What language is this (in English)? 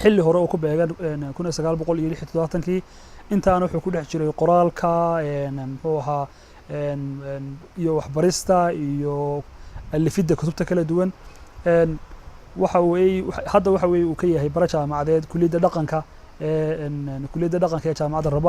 Somali